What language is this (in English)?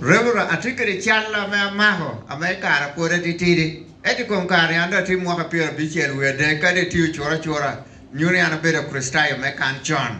Lango (Uganda)